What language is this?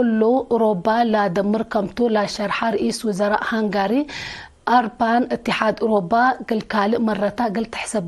Tigre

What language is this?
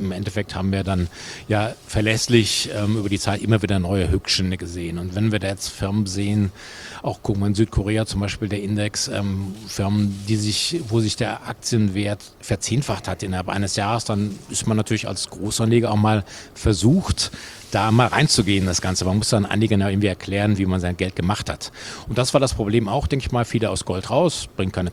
German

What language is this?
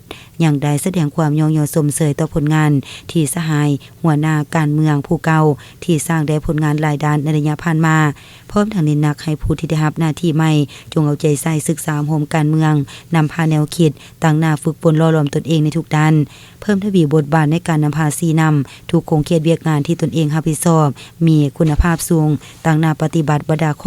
Lao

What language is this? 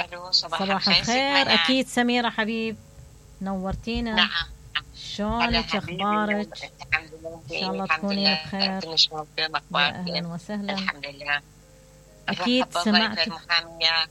Mesopotamian Arabic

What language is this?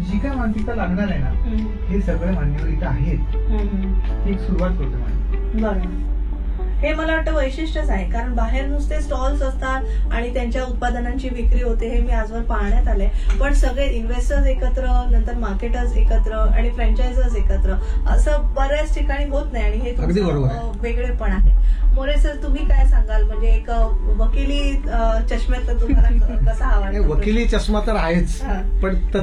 Marathi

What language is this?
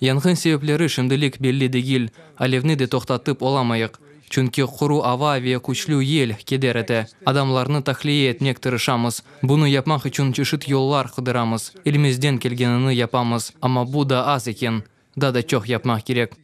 Crimean Tatar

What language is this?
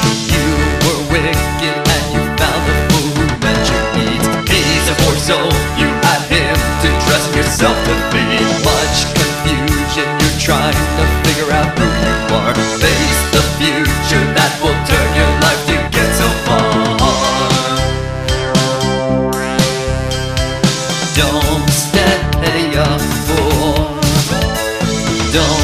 English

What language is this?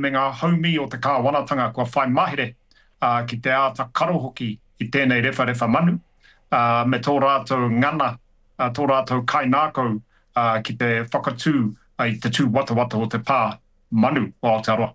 Māori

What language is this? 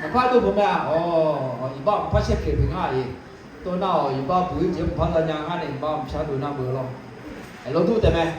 Akha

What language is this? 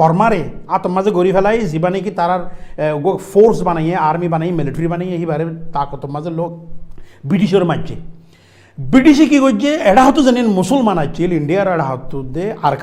Rohingya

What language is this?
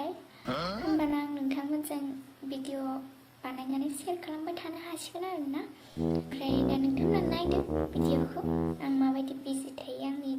Bodo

